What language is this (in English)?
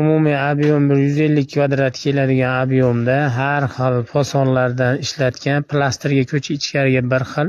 Uzbek